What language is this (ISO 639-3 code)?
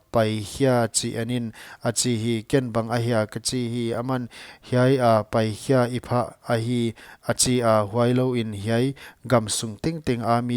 pck